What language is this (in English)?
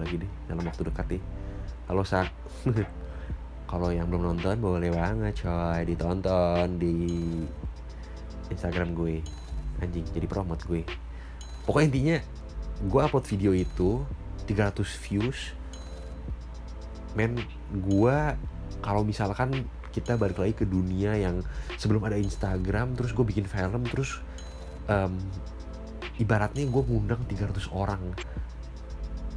Indonesian